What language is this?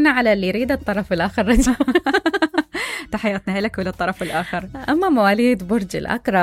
Mesopotamian Arabic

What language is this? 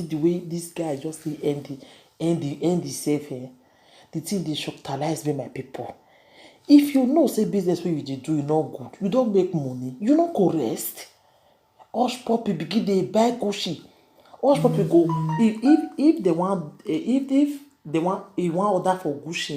Nigerian Pidgin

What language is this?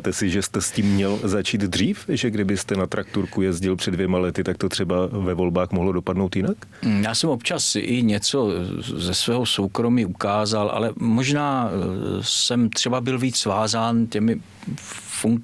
Czech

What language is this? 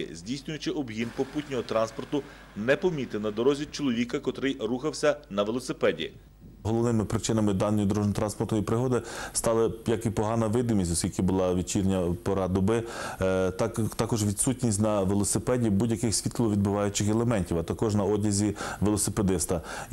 Ukrainian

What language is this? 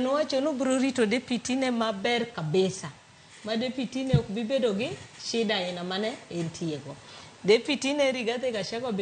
Luo (Kenya and Tanzania)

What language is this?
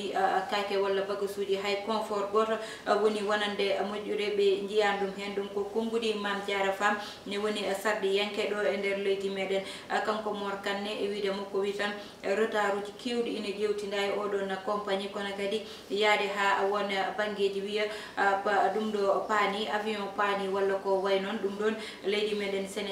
Fula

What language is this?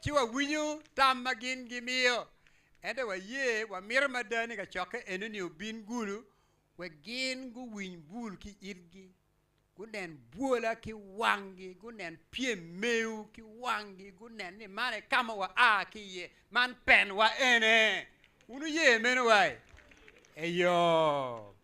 Acoli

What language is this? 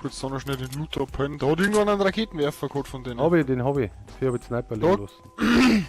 Bavarian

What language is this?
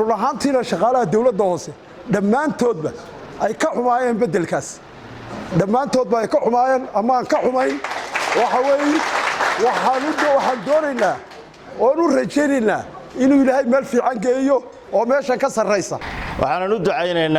Somali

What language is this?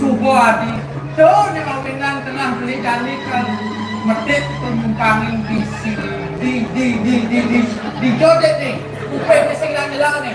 Balinese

